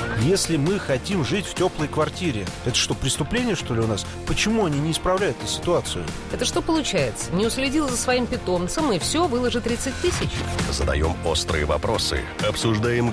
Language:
Russian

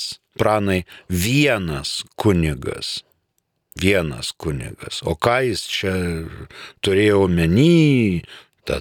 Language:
Lithuanian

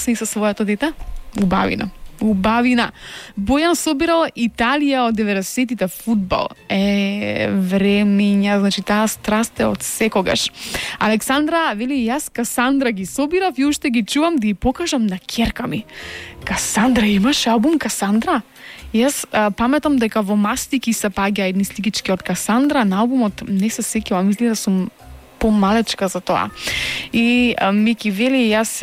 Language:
Macedonian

